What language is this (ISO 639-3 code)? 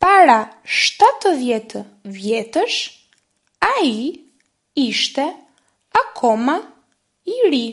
sqi